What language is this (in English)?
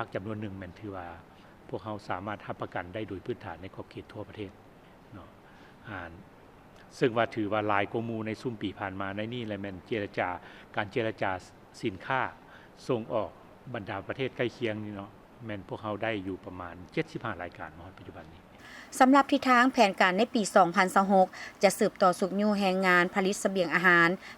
Lao